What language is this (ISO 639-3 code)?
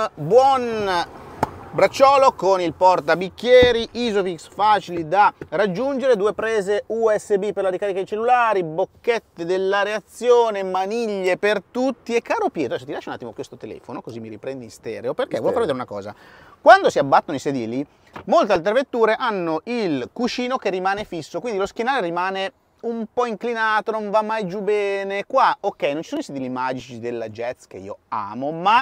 ita